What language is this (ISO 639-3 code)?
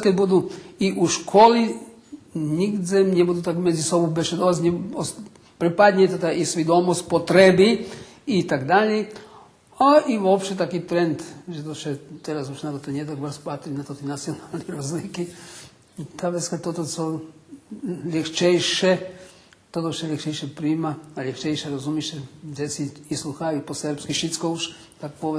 rue